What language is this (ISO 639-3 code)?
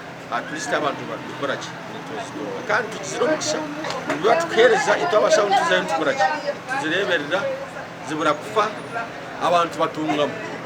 nyn